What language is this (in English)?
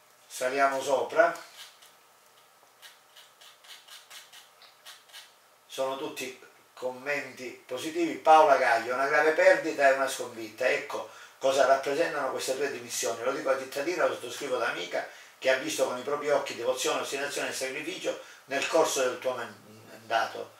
Italian